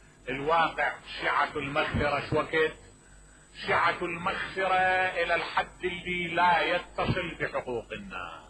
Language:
Mesopotamian Arabic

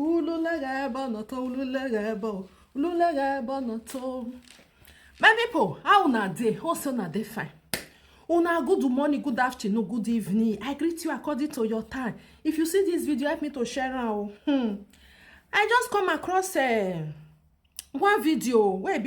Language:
Nigerian Pidgin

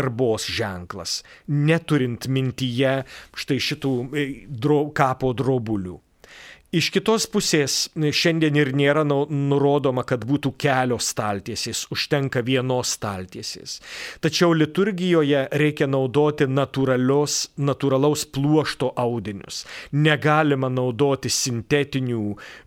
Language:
Lithuanian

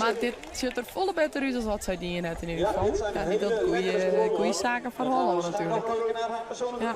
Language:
Western Frisian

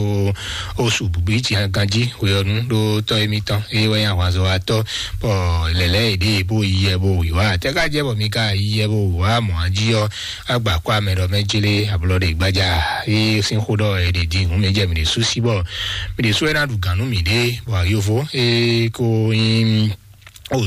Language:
Fon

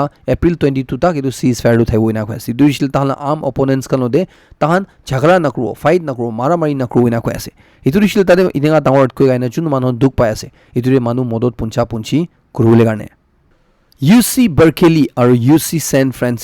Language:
Naga Pidgin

